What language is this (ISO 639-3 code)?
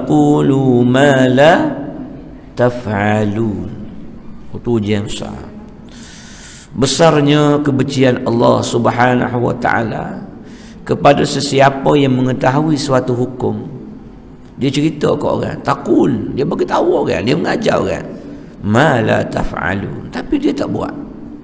msa